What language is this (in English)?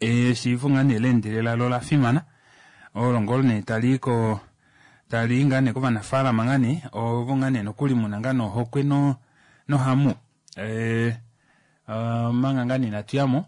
Kuanyama